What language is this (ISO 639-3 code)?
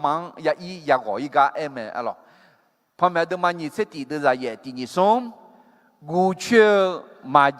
ahk